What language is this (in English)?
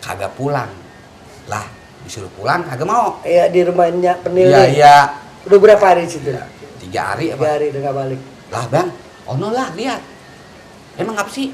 Betawi